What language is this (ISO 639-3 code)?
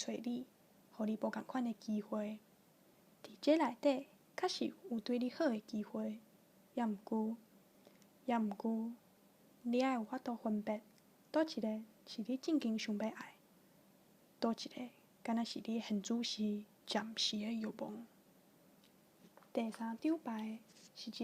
nan